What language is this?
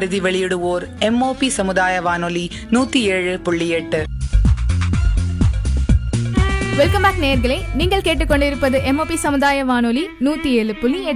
Tamil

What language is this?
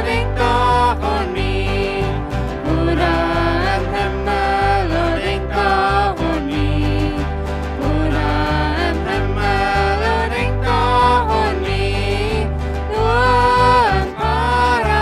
Plautdietsch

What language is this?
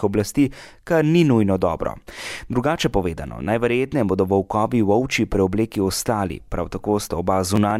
Slovenian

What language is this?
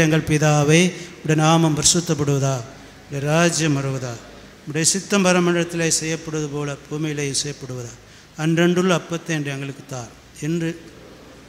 Tamil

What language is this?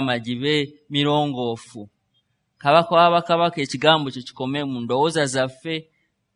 Ganda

